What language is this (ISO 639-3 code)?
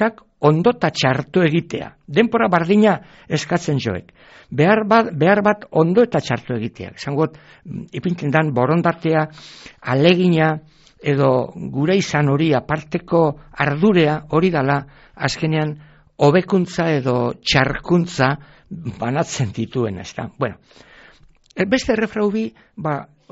eus